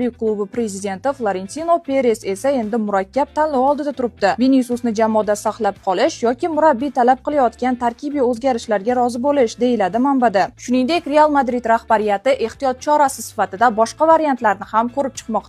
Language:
Uzbek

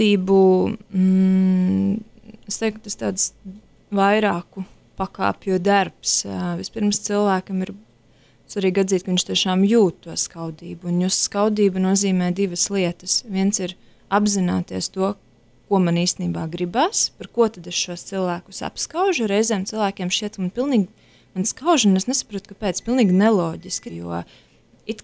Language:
Latvian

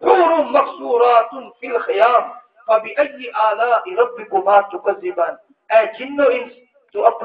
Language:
Saraiki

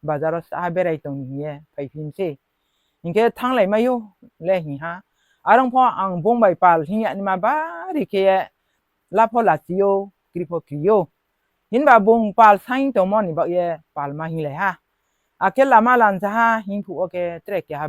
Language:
Riang (India)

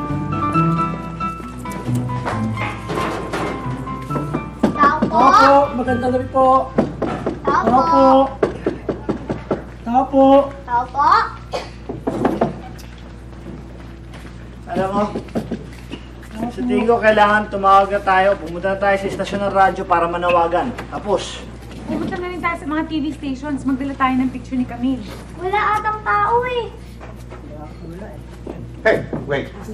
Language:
Filipino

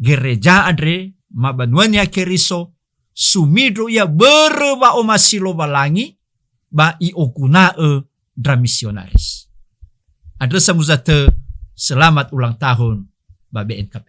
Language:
Nias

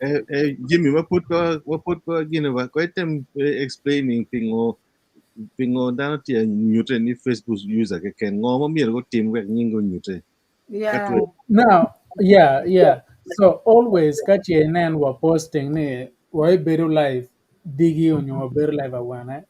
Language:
Acoli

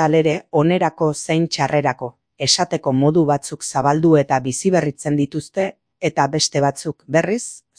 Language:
Basque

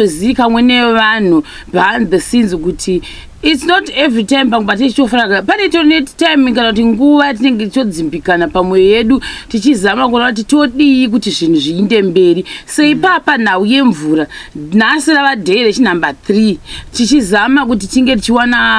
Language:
Shona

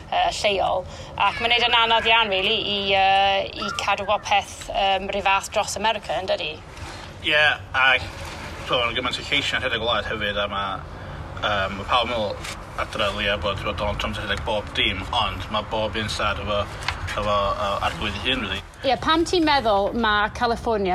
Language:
Welsh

